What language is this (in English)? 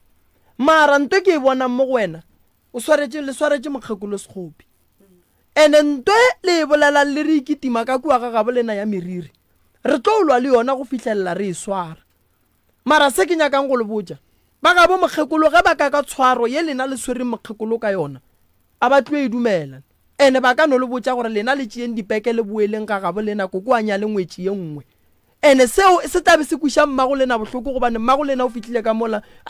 Northern Sotho